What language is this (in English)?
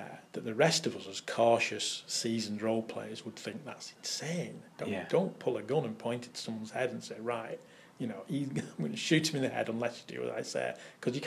English